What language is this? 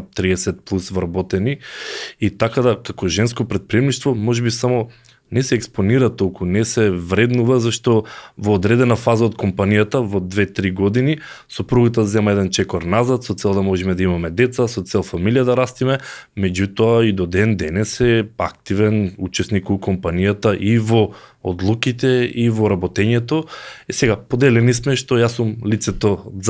Macedonian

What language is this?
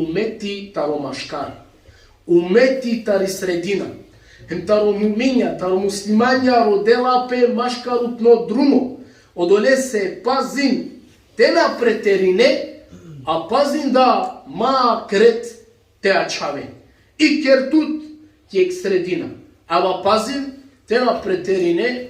Balkan Romani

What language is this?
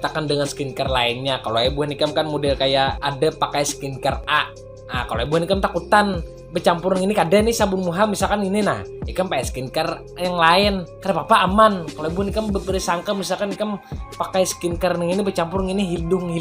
Banjar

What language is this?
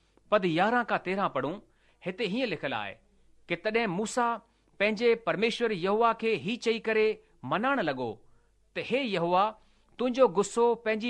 Sindhi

